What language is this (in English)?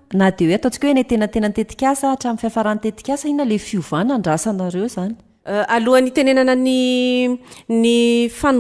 Malagasy